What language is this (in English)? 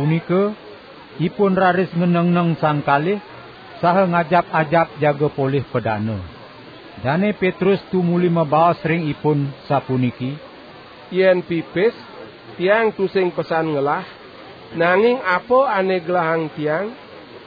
Balinese